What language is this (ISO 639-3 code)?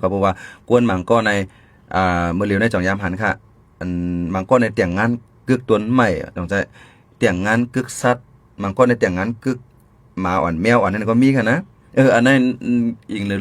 shn